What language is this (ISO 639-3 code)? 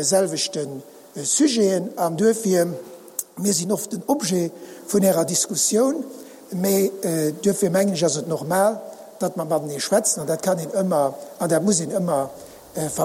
ltz